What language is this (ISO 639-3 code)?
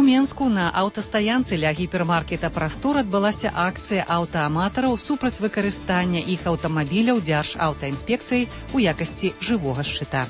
bel